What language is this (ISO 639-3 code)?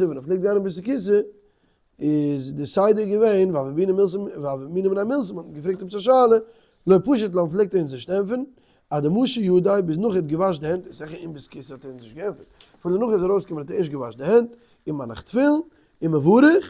yid